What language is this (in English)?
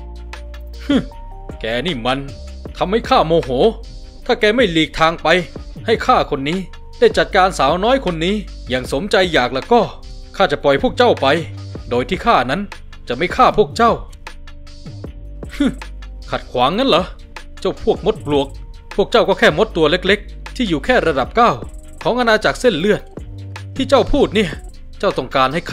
Thai